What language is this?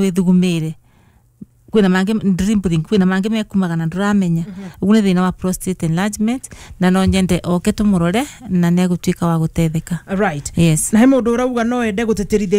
Kikuyu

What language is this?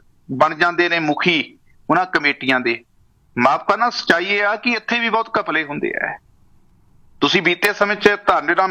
Punjabi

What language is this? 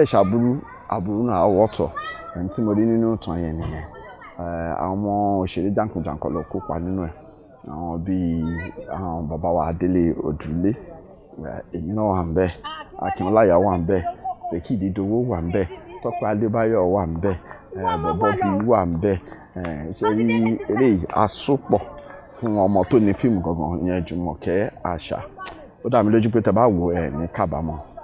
Yoruba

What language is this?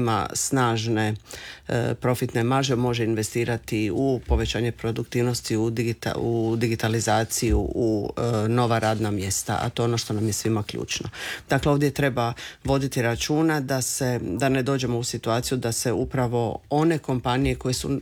Croatian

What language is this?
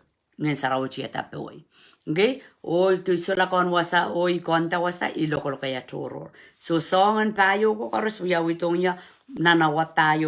Pohnpeian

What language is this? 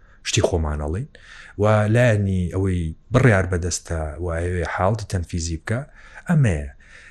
Central Kurdish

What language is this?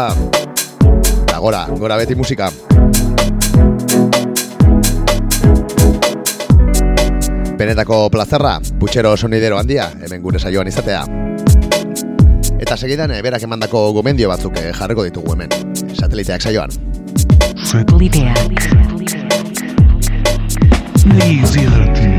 Basque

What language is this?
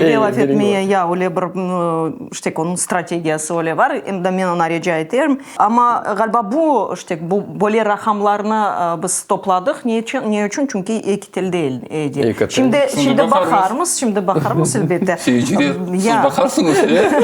Crimean Tatar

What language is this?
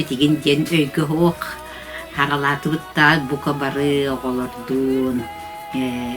Yakut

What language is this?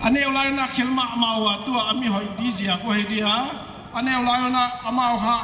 Paite Chin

